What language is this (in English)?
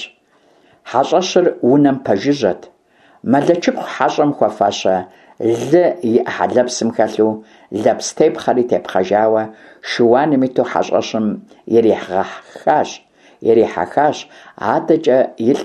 Kabardian